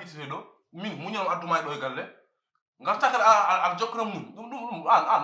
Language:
Fula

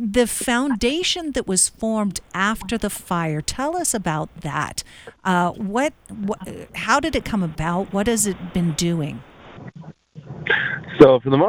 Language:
English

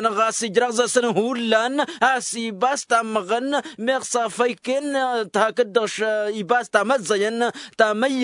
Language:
Tamasheq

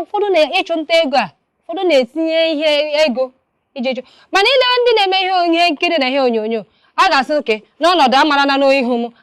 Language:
Igbo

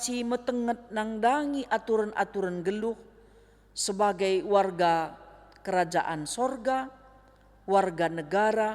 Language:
Batak Karo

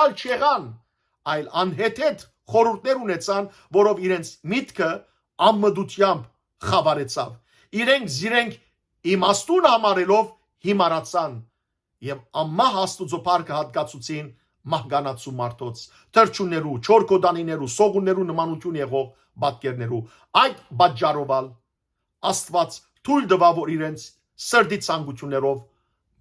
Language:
Western Armenian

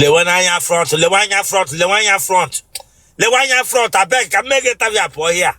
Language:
Igbo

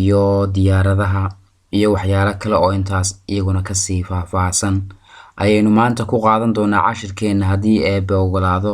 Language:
Somali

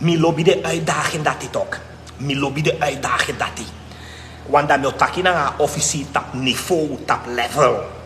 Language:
Sranan Tongo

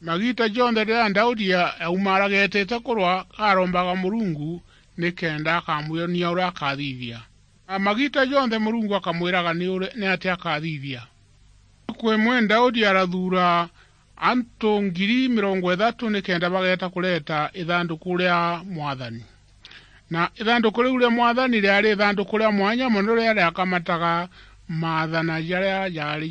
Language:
Meru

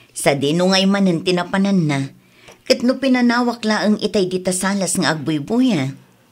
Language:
Iloko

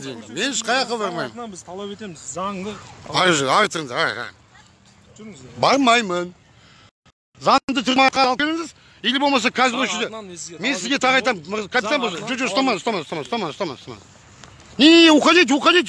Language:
Kazakh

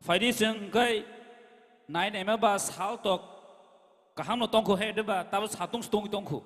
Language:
Kok Borok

